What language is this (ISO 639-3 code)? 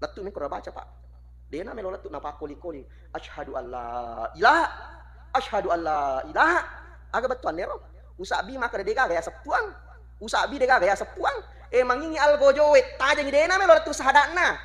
bug